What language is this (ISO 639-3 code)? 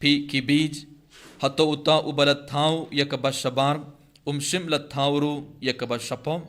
kha